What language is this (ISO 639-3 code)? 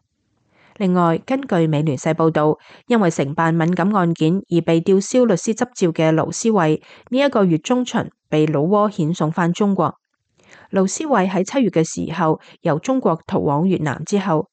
yue